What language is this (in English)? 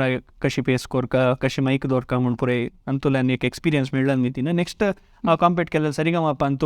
Konkani